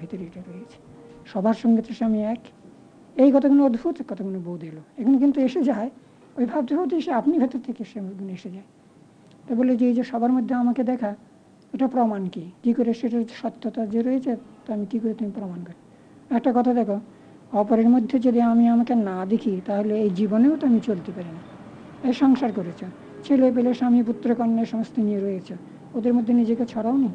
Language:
Bangla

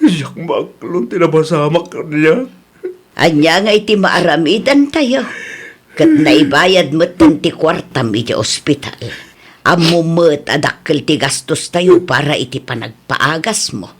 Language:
Iloko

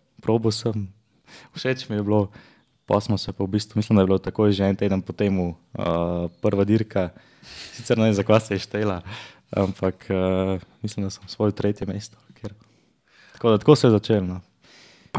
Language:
Slovenian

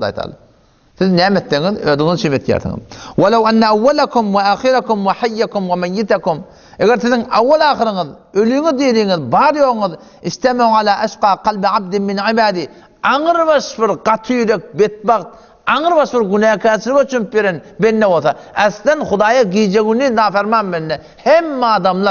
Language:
Turkmen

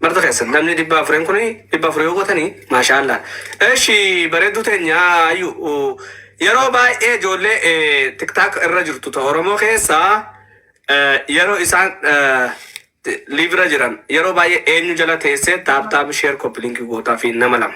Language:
Oromo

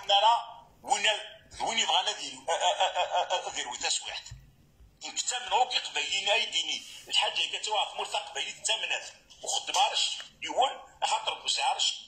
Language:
Kabyle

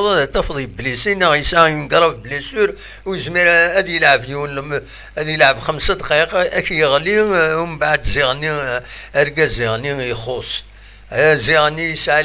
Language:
Kabyle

